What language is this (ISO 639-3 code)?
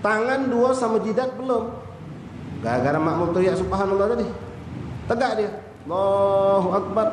mui